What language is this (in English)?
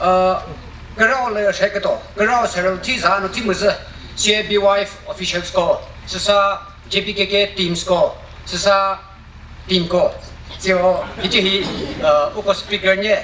Chokri Naga